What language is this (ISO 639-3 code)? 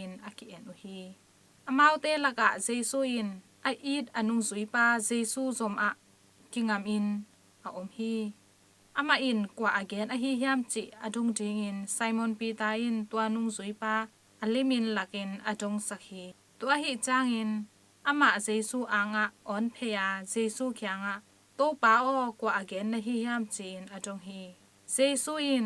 ctd